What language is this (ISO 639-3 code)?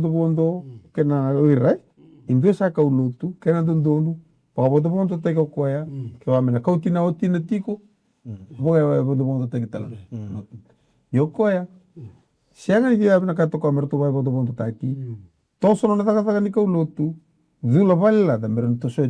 fij